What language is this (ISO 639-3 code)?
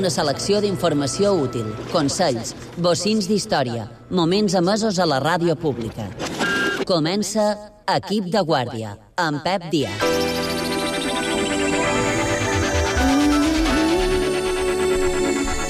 cat